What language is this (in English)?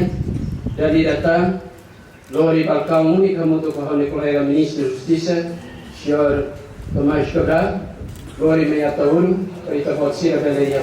Tetum